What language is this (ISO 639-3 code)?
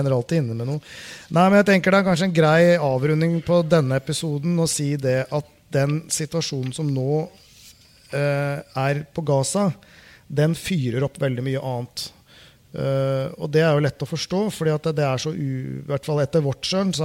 nor